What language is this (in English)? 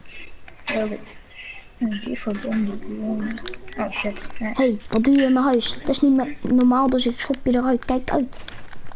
Dutch